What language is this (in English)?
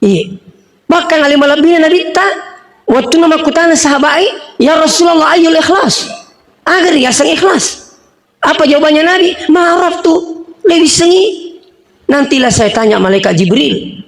Buginese